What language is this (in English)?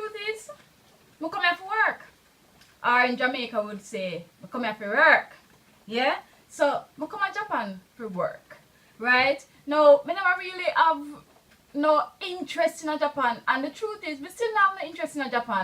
Jamaican Creole English